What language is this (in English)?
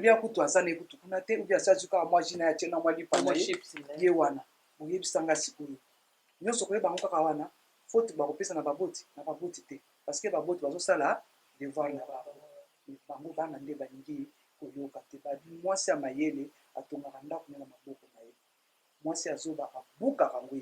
Lingala